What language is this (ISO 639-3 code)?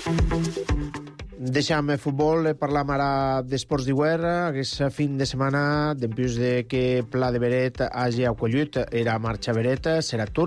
cat